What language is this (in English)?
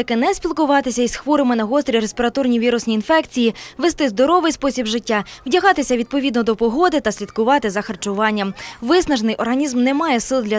Ukrainian